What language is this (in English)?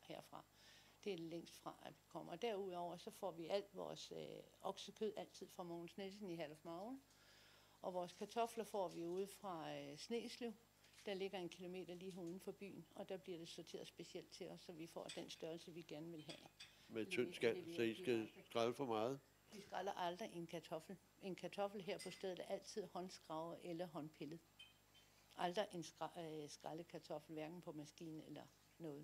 Danish